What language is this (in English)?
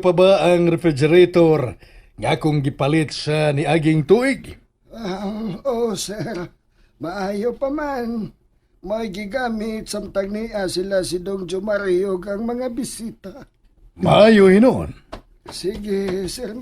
Cebuano